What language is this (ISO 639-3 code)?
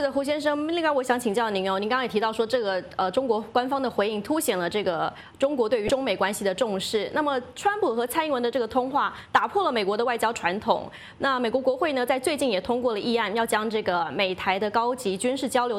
zho